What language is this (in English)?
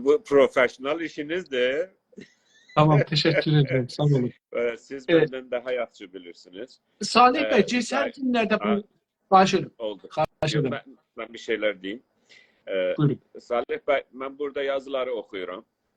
South Azerbaijani